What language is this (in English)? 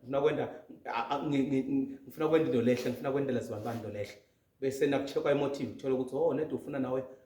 Zulu